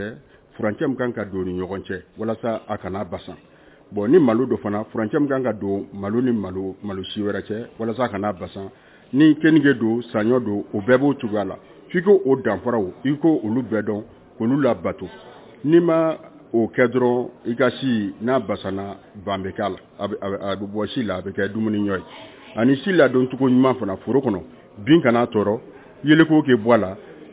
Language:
Bambara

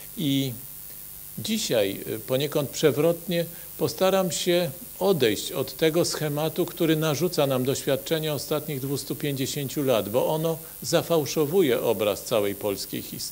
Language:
Polish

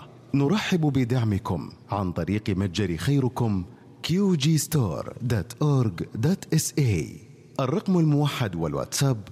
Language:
Arabic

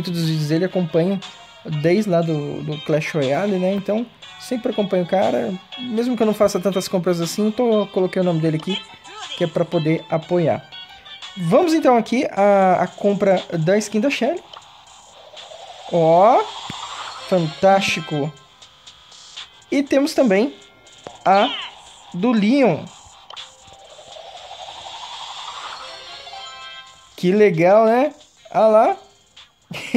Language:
Portuguese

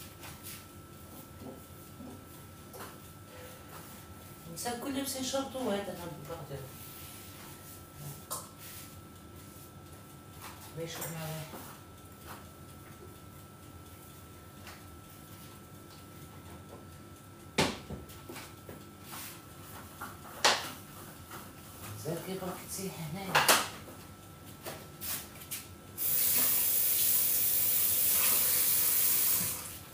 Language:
Algerian Arabic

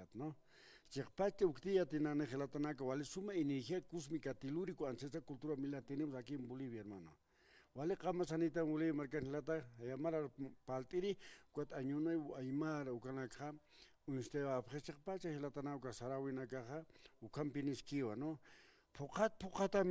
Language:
Aymara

